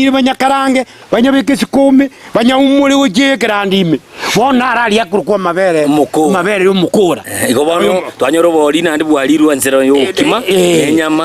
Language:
Gusii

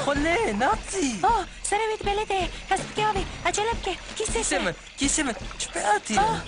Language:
Kurdish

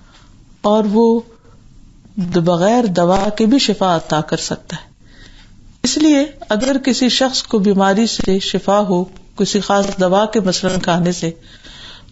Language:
Urdu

